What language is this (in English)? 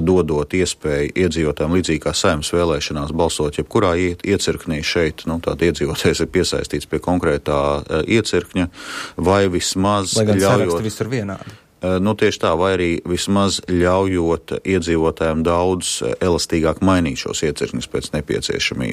Latvian